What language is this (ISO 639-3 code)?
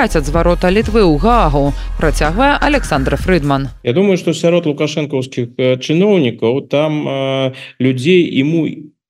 bel